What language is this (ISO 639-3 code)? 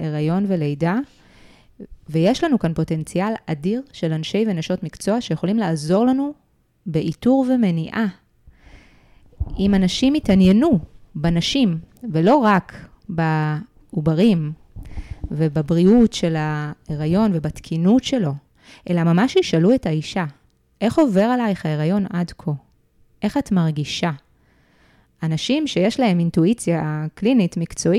heb